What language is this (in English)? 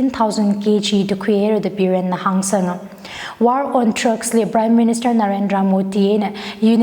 Tangkhul Naga (India)